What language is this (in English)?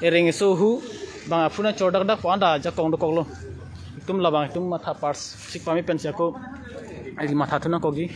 Karbi